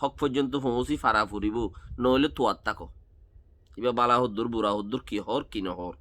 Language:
Rohingya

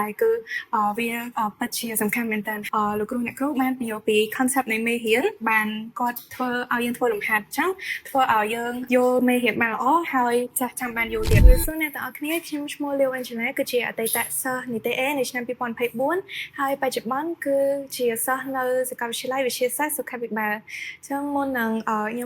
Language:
Khmer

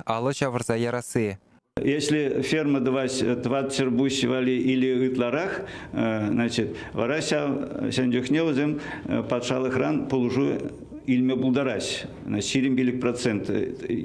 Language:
Chuvash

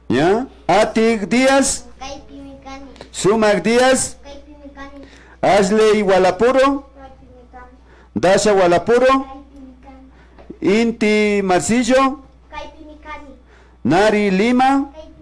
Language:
Imbabura Highland Quichua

